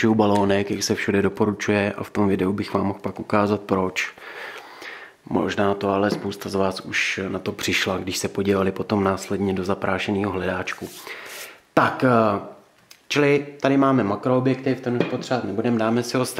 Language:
Czech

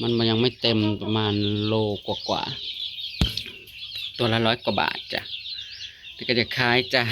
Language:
Northeastern Thai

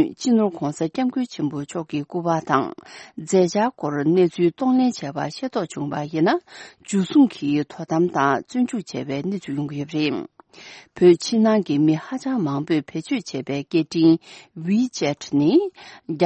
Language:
Tibetan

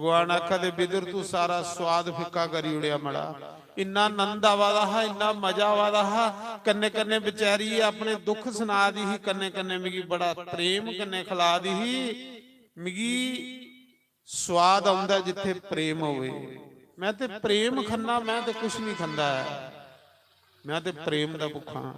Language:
Dogri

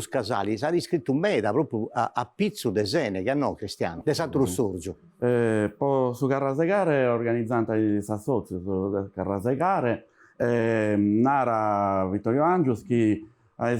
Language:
Sardinian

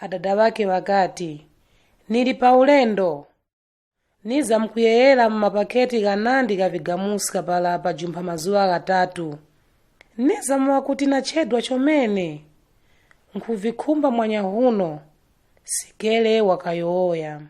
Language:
Nyanja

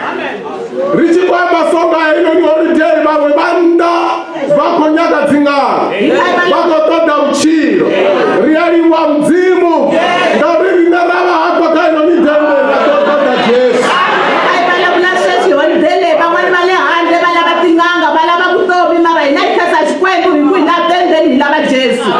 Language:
Venda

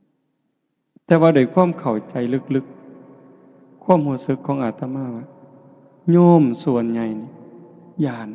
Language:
Northeastern Thai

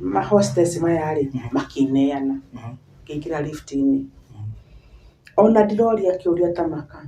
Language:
Kikuyu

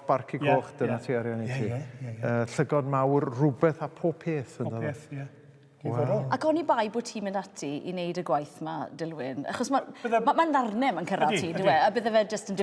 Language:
Welsh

